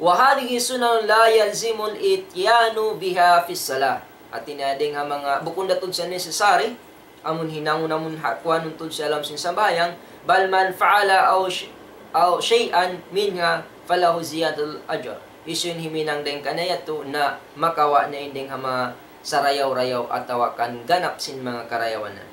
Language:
Tausug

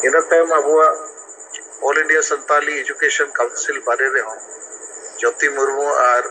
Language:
Santali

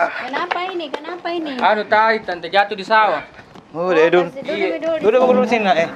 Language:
Makassar Malay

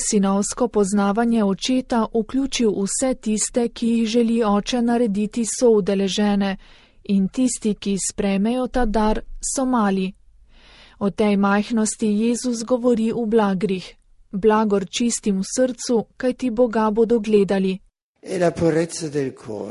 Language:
Slovenian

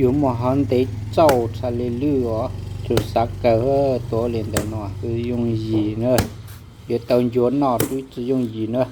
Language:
Hmong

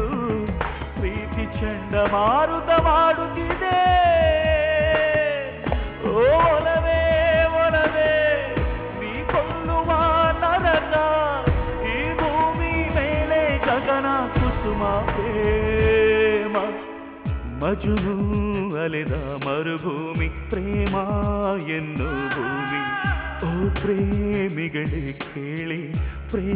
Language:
Kannada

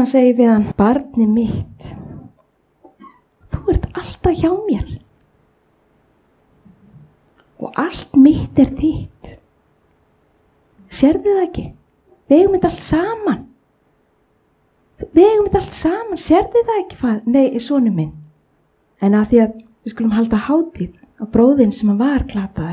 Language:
Icelandic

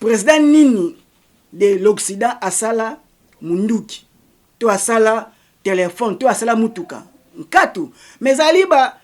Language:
Lingala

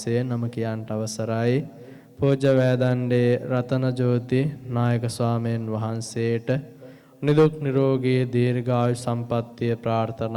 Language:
Sinhala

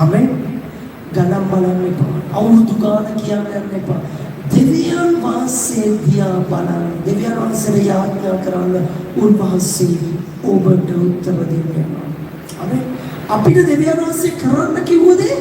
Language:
Sinhala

